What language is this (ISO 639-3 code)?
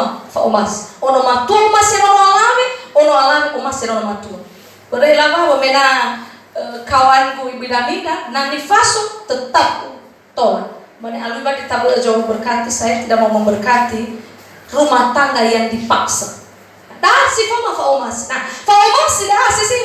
nia